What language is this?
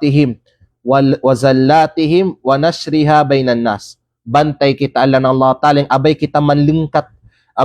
Kalagan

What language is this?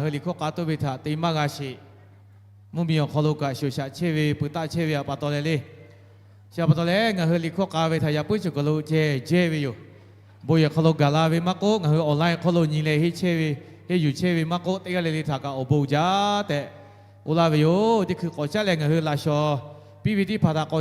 Lahu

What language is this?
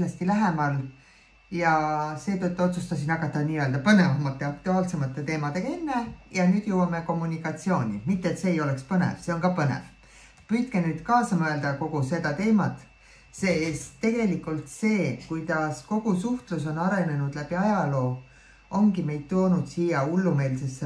Estonian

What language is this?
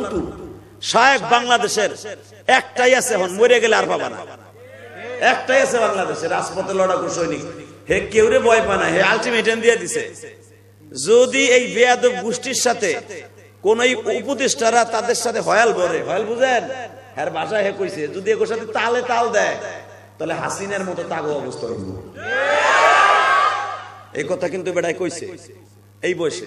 Bangla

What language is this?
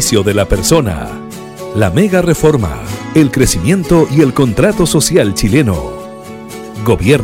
Spanish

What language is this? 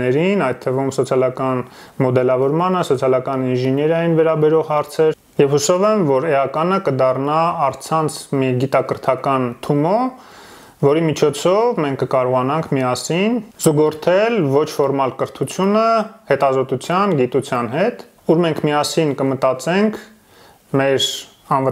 Armenian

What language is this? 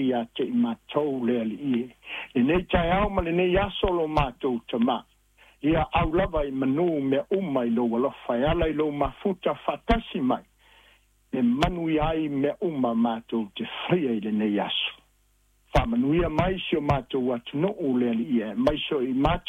Samoan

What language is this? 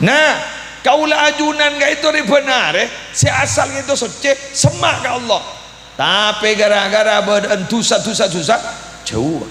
Madurese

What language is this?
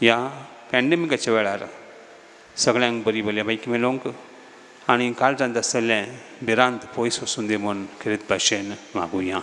Konkani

